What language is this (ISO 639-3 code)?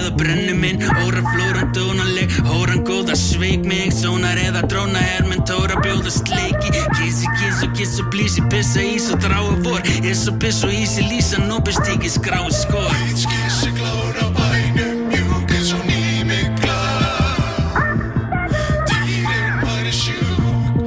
isl